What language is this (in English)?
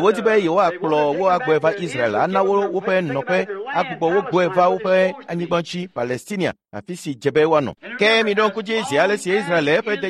Ewe